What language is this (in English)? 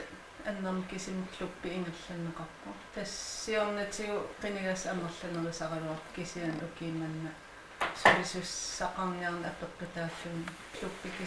Kalaallisut